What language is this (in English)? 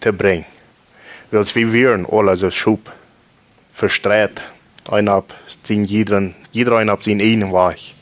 Plautdietsch